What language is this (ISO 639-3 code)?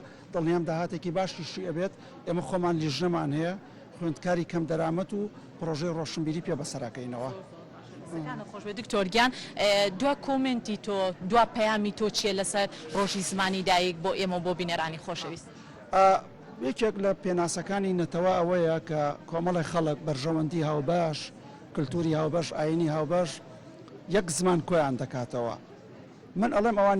ckb